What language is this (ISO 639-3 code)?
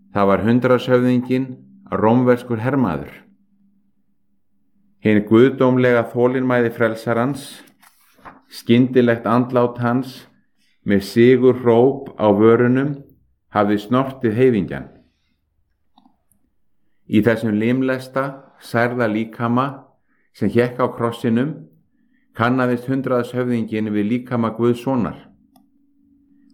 isl